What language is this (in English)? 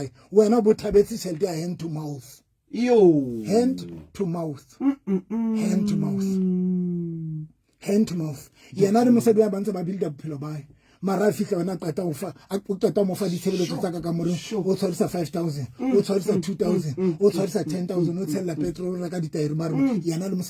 Southern Sotho